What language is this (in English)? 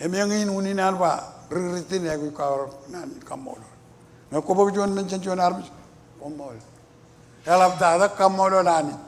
Marshallese